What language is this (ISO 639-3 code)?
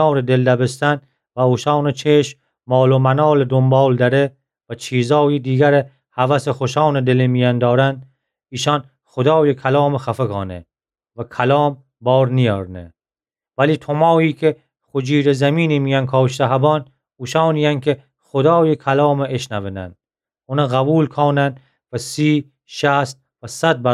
glk